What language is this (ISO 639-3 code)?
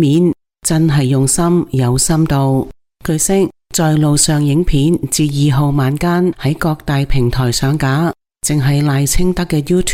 yue